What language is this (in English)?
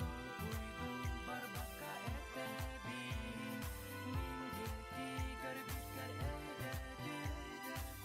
Yakut